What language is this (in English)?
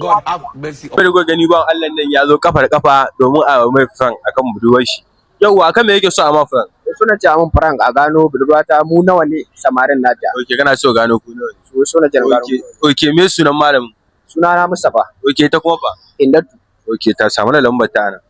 Hausa